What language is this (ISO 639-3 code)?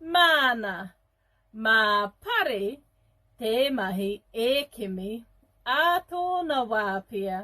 mri